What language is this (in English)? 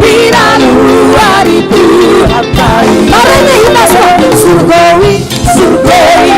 Batak Toba